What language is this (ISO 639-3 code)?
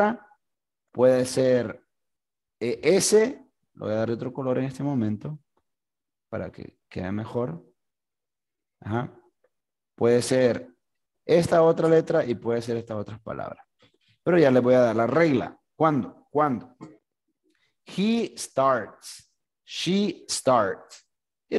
spa